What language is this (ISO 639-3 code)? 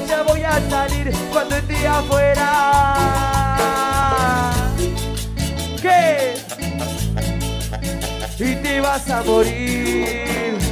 spa